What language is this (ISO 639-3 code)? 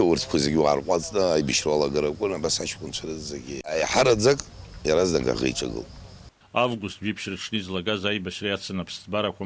abk